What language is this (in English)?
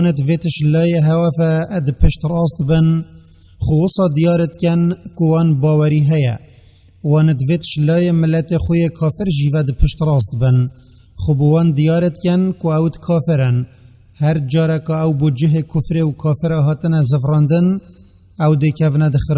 Kurdish